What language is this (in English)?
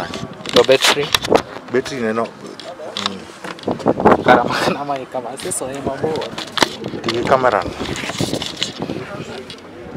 Swahili